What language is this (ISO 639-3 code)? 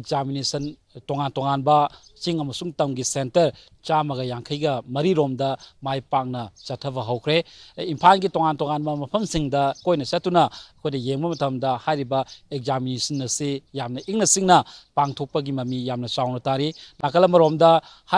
mni